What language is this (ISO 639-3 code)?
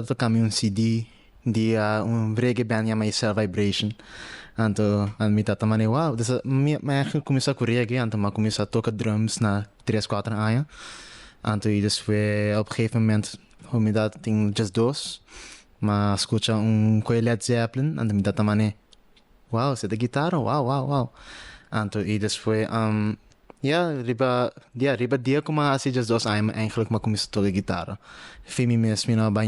pap